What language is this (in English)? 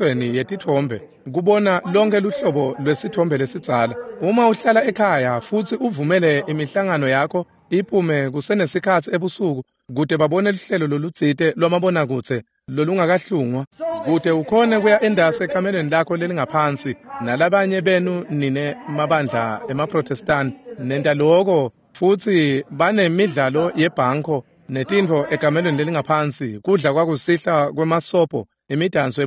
Swati